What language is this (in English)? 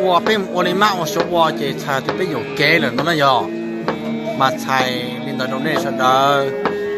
Hmong